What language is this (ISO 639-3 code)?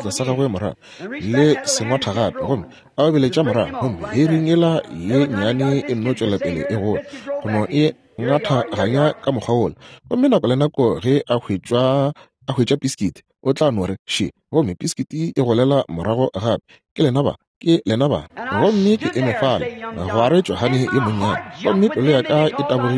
nso